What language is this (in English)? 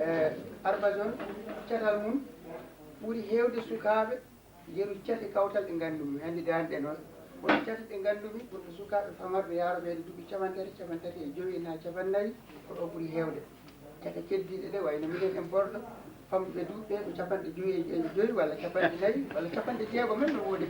Fula